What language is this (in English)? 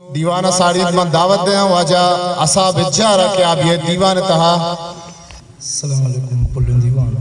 Eastern Balochi